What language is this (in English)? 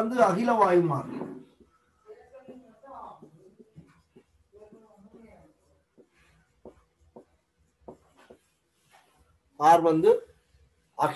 Tamil